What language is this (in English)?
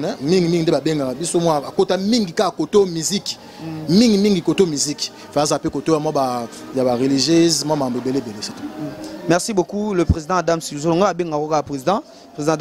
Lingala